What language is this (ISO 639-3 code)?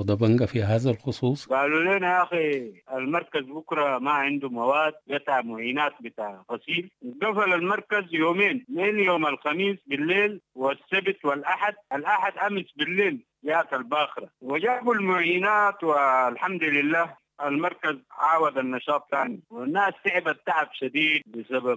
apd